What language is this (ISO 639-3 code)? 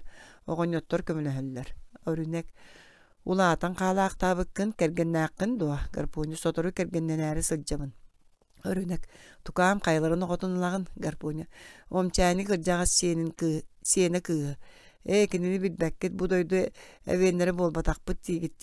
sah